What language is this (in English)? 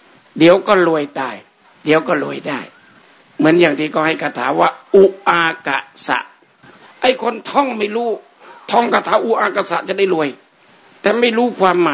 Thai